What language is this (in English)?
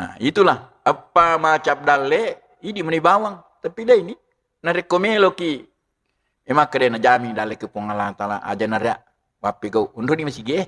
Buginese